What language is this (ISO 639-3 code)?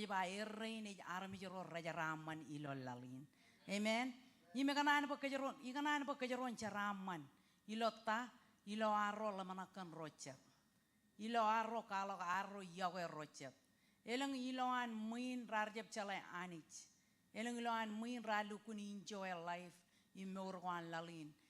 mah